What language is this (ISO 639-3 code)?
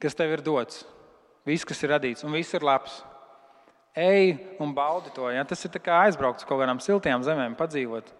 lav